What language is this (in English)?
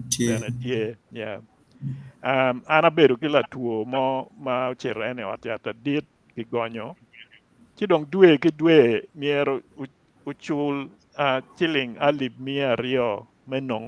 Acoli